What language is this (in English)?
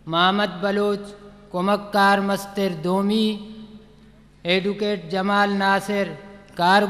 Eastern Balochi